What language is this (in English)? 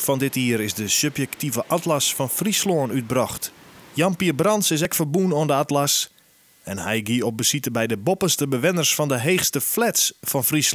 Western Frisian